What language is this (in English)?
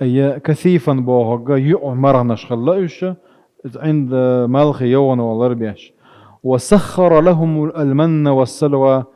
Chechen